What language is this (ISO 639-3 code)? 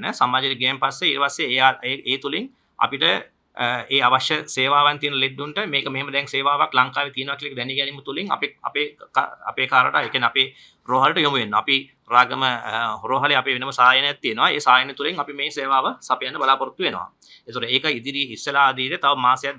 sin